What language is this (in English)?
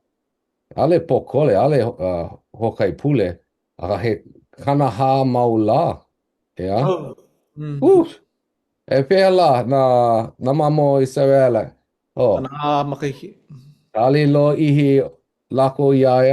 Hawaiian